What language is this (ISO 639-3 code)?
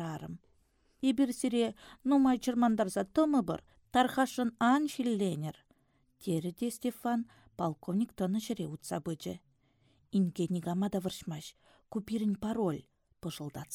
chv